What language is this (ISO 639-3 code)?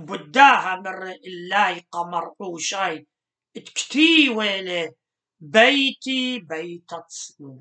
aii